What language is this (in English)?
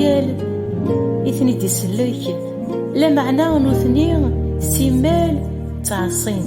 Kabyle